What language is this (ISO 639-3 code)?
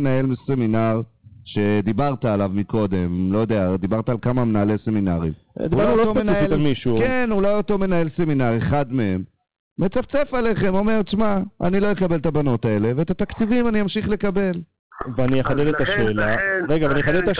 heb